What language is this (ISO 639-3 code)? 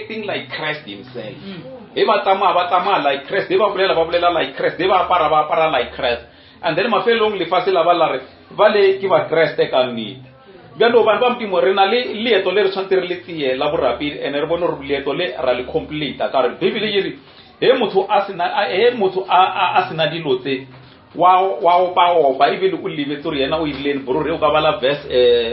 nso